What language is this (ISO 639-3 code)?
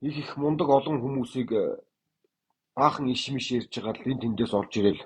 mon